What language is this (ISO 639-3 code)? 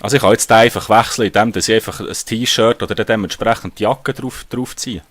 gsw